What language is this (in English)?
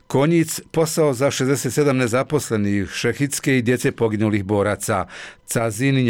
Bosnian